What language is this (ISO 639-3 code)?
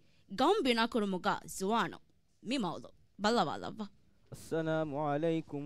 div